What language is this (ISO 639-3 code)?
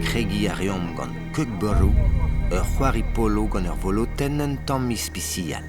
bre